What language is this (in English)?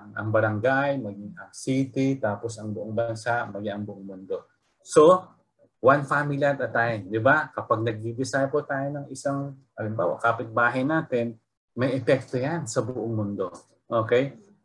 Filipino